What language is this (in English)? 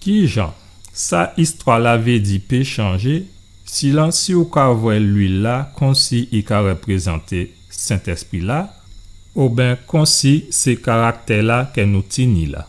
Guadeloupean Creole French